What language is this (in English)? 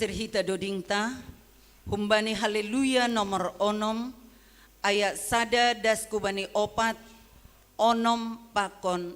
Batak Simalungun